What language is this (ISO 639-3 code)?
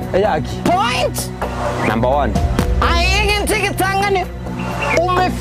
guz